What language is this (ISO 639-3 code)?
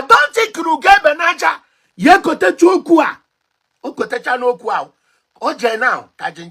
ibo